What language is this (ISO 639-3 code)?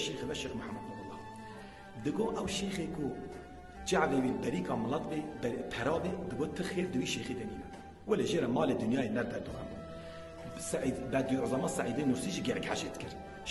kur